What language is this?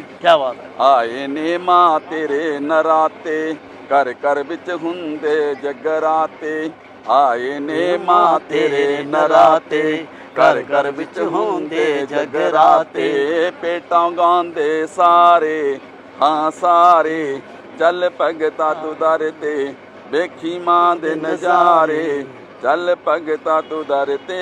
Dogri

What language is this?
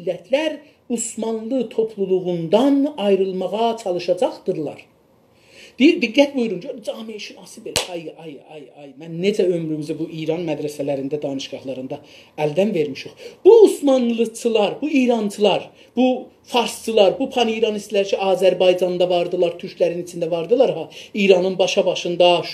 South Azerbaijani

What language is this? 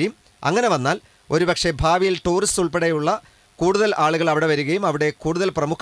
Malayalam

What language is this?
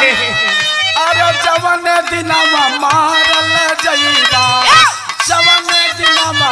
Bhojpuri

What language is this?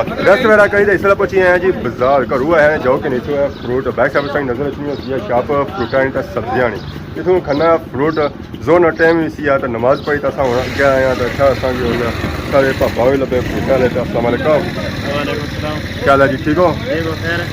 Pahari-Potwari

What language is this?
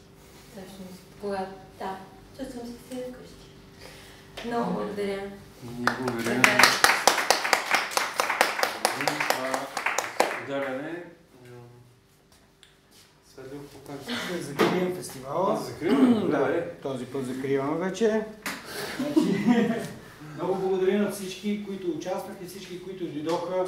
Bulgarian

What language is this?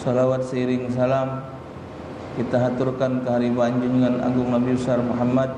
Musi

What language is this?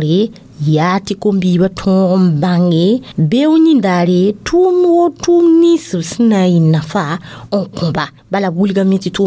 Mossi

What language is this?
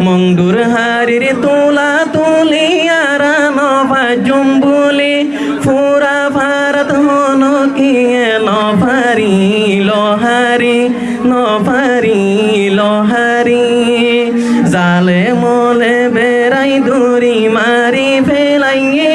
Rohingya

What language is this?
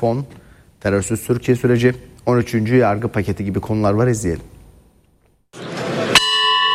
Turkish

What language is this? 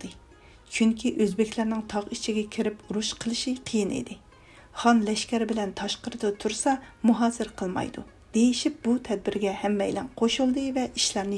Uyghur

